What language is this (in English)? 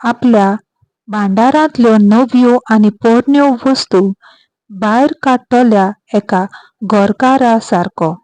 Konkani